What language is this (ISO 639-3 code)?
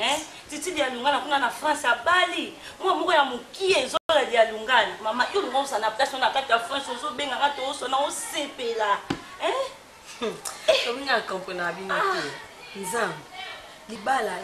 lin